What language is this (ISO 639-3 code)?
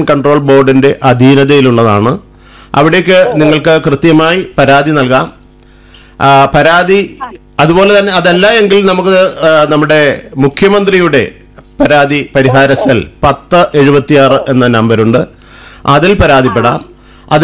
mal